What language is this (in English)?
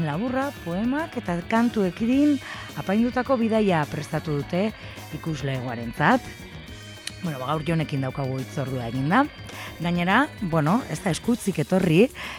Basque